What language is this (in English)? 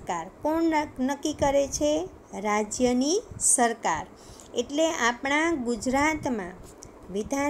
Gujarati